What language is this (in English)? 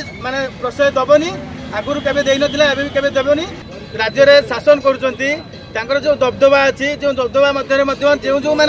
Odia